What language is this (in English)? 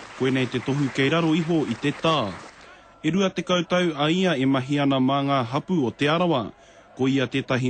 Māori